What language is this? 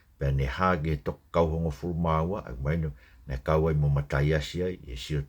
Tongan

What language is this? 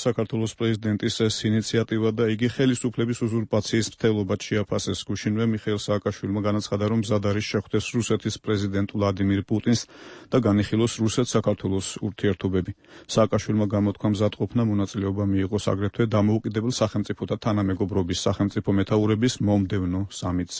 Georgian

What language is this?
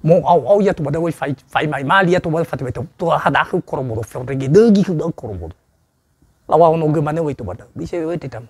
Nias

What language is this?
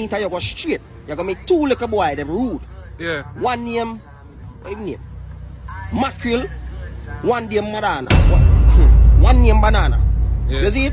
Jamaican Creole English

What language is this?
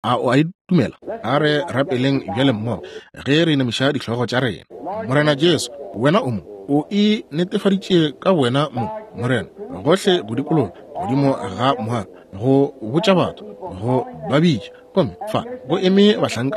Northern Sotho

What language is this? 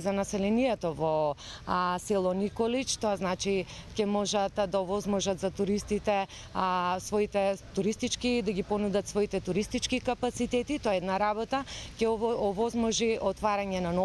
Macedonian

